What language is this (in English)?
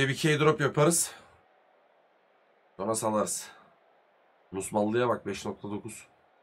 Turkish